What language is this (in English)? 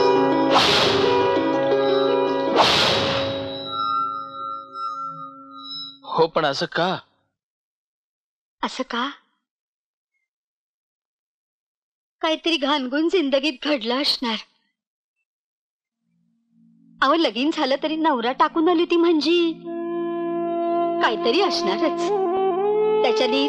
Marathi